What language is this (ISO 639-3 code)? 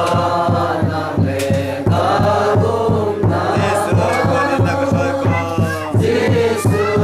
cnh